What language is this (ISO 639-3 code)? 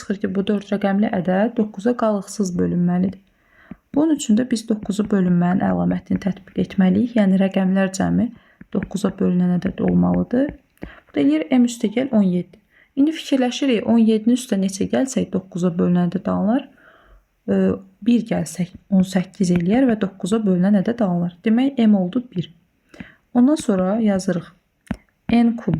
aze